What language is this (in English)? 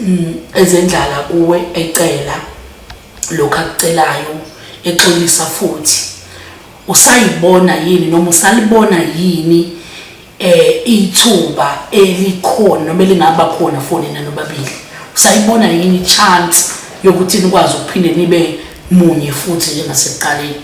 Zulu